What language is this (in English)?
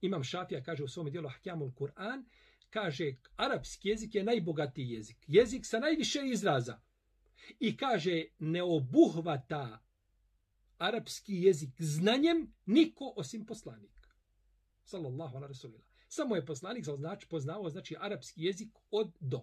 Bosnian